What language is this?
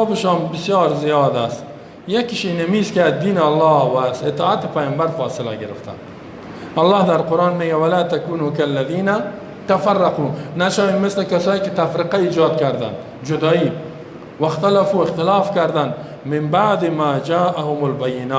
Persian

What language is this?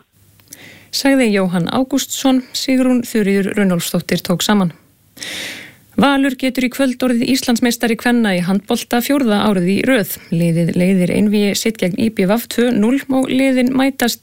Icelandic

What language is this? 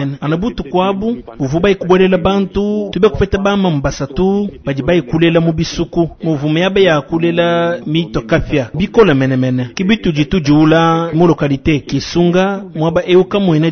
Luba-Lulua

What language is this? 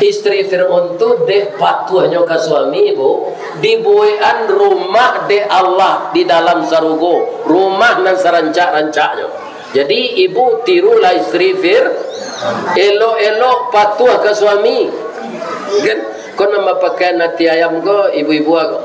Minangkabau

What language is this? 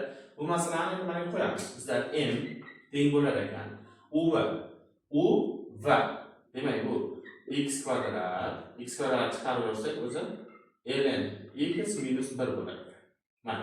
Uzbek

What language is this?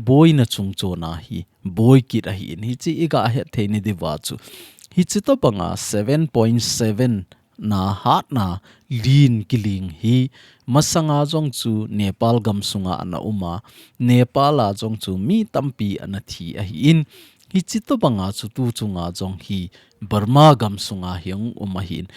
Thado Chin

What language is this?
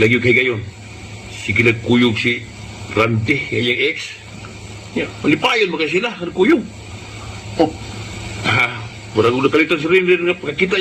Cebuano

